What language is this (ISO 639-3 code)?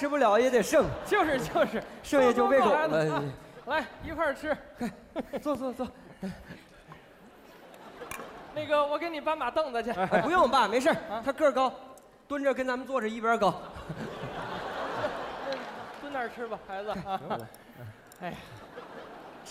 zho